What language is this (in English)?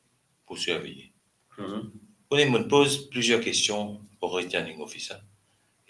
Morisyen